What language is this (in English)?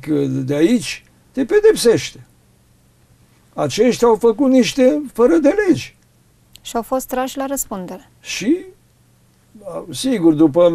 Romanian